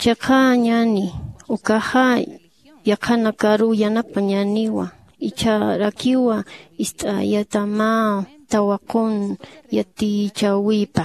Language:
Aymara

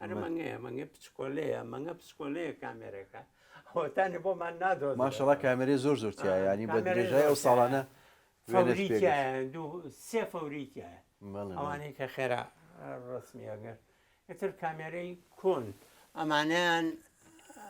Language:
Central Kurdish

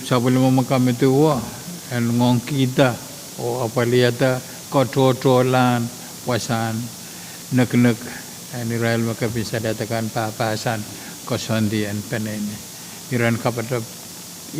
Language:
Pohnpeian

